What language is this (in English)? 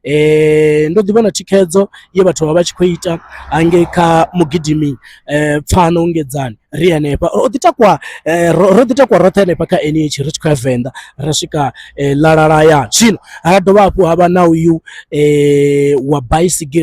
Venda